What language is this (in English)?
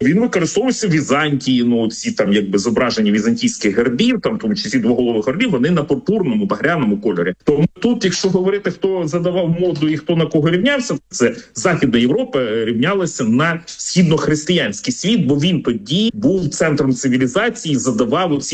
Ukrainian